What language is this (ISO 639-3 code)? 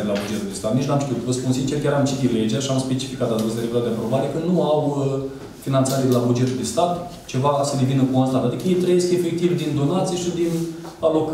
ron